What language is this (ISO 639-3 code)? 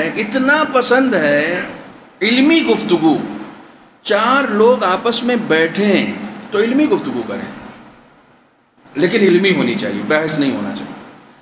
urd